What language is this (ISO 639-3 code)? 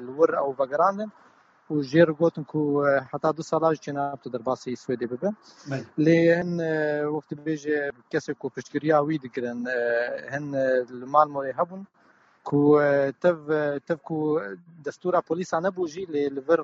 kur